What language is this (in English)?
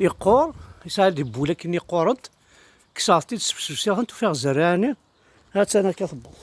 Kabyle